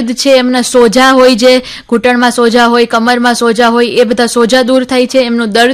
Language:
Gujarati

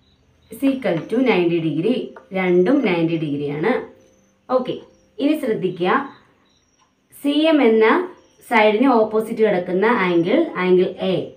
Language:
Malayalam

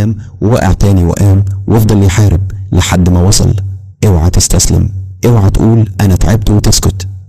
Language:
Egyptian Arabic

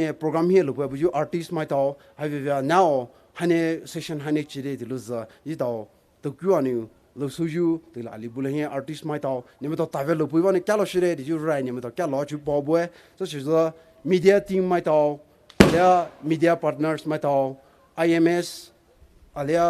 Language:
Poumei Naga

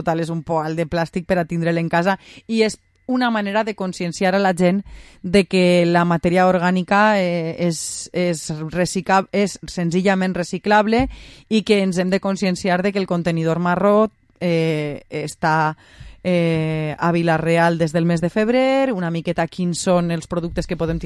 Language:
Catalan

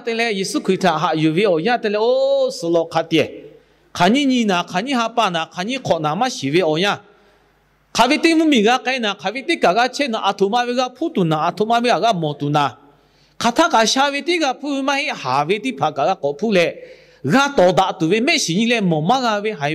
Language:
Lahu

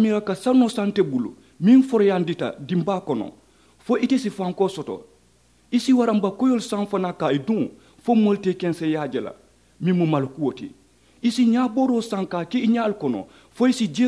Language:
Mandingo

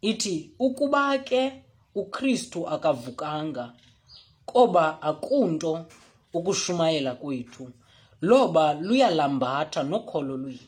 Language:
Xhosa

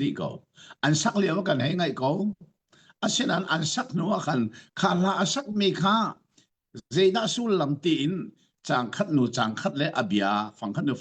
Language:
Hakha Chin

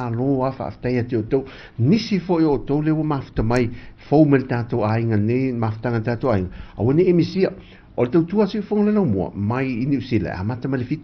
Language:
Samoan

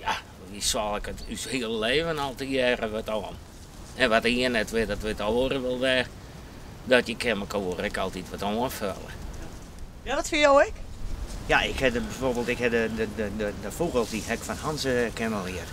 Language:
Western Frisian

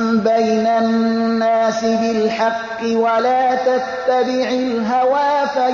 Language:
Persian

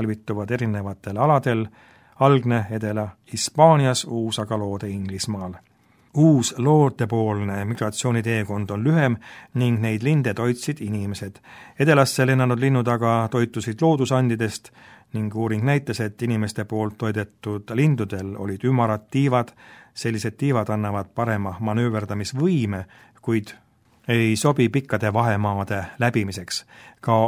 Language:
Estonian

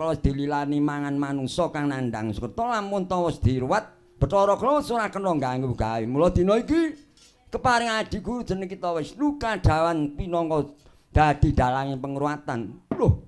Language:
Javanese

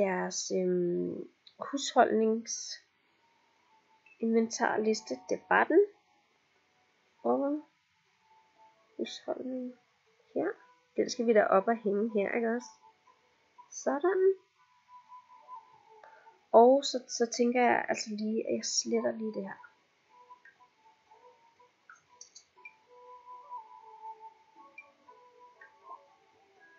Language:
Danish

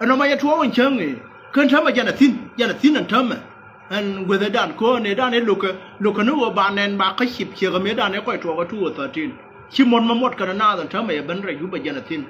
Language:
Nuer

